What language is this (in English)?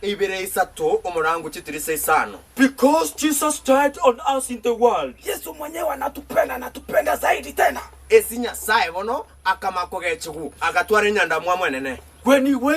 Gusii